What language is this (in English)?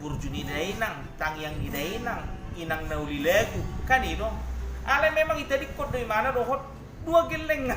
Batak Toba